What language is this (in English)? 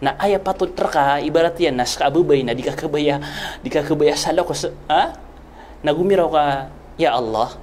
Maranao